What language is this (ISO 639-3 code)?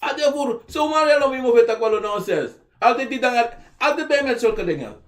srn